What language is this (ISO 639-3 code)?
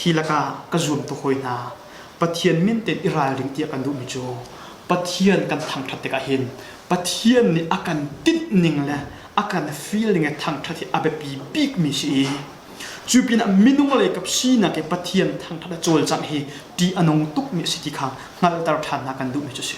cnh